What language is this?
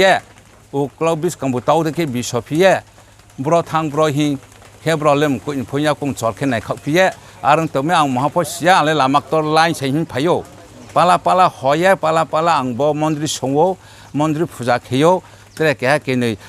Riang (India)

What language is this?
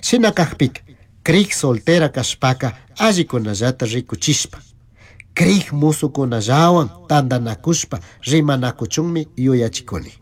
Chimborazo Highland Quichua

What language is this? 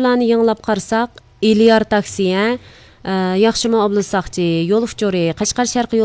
Uyghur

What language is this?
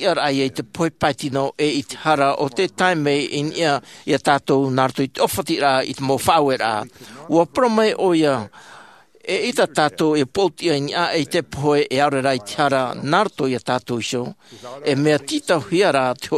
Tahitian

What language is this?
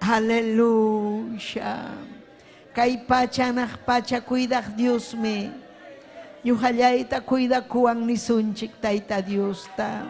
Ayacucho Quechua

